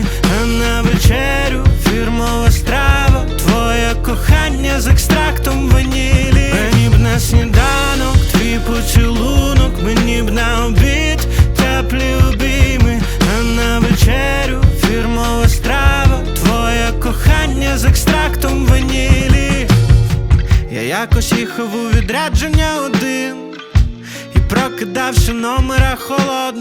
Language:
Ukrainian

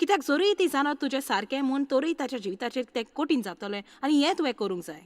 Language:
Konkani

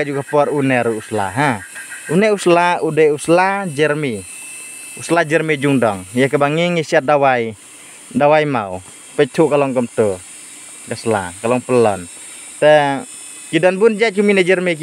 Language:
Khasi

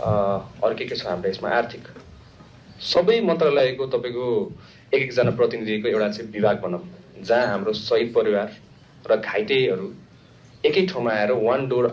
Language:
Nepali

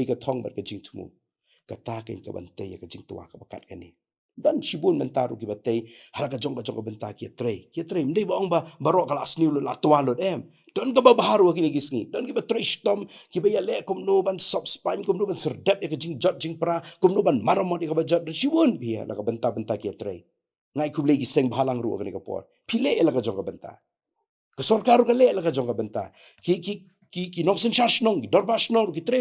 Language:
Khasi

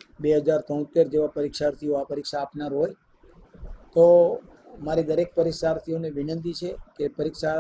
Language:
Gujarati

